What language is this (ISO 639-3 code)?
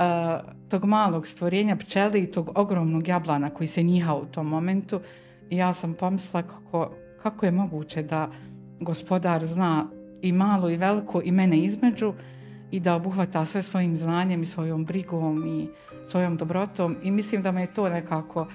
bos